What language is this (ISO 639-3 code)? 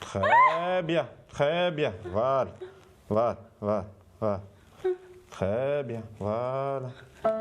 kab